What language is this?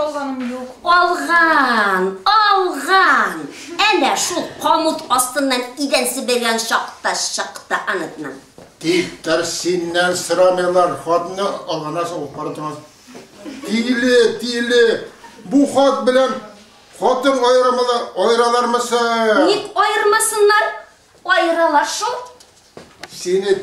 Tatar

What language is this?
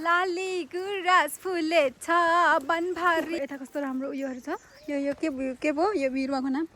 Nepali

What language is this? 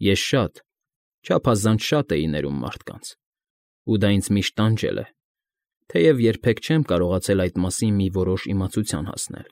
Armenian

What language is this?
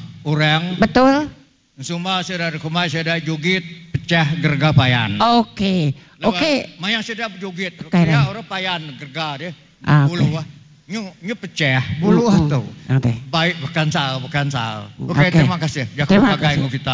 Iban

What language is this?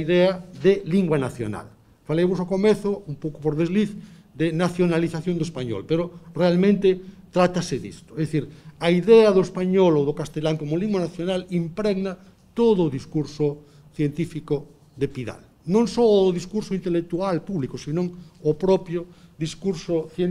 Galician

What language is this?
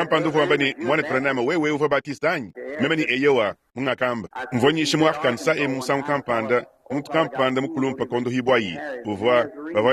Luba-Lulua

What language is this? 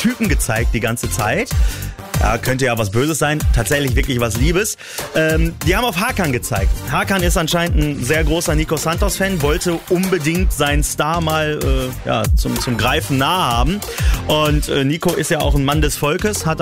German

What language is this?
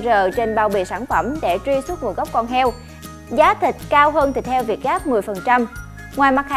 Vietnamese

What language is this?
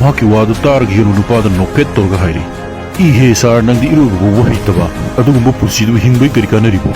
Manipuri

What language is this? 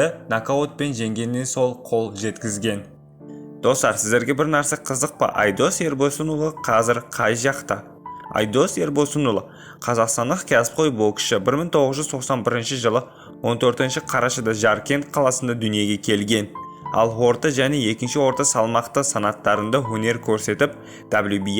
Kazakh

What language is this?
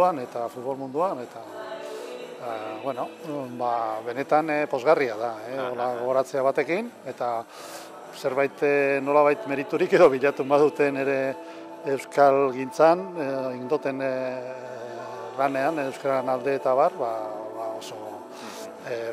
Basque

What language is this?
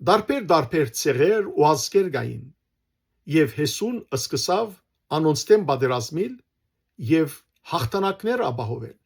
Western Armenian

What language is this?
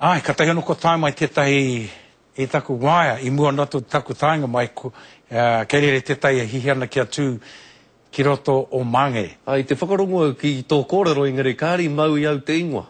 Māori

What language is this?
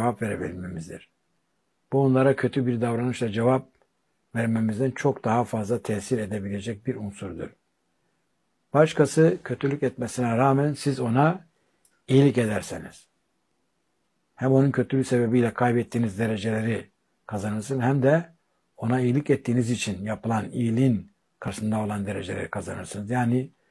Turkish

